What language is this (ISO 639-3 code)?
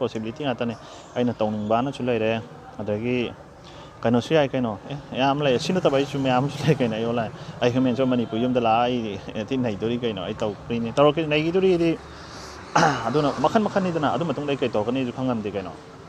mni